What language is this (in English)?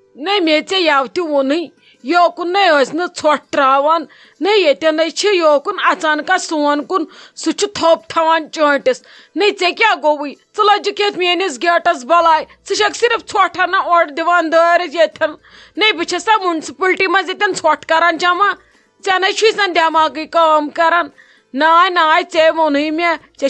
Kashmiri